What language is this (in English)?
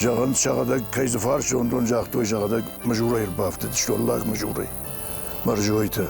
Ossetic